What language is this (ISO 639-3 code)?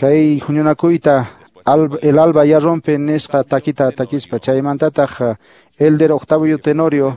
que